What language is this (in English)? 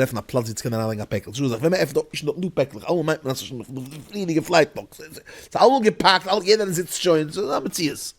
Yiddish